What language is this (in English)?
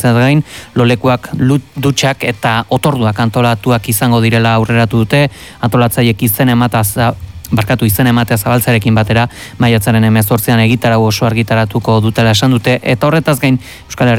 Basque